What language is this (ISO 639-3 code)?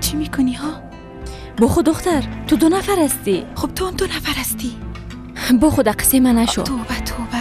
fas